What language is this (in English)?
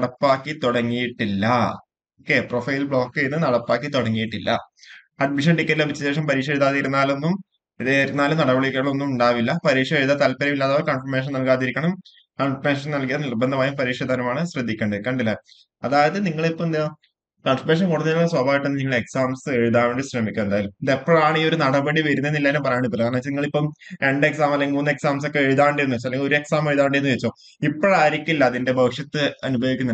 Malayalam